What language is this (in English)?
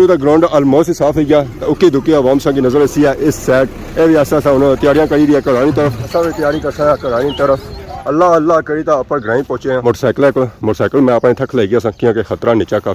Pahari-Potwari